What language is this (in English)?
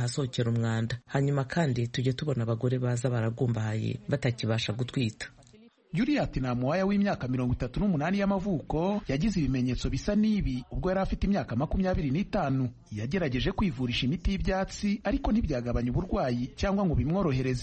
Kinyarwanda